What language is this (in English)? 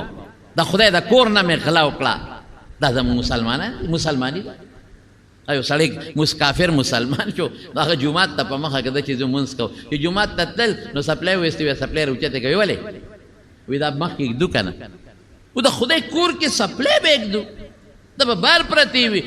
Pashto